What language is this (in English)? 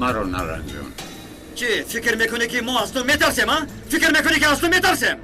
Tajik